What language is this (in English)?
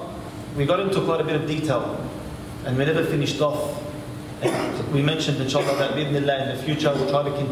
English